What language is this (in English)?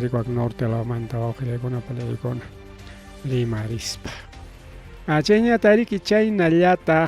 Ayacucho Quechua